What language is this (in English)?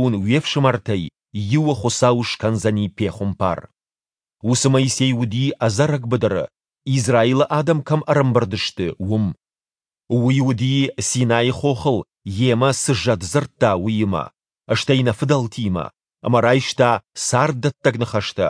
Ossetic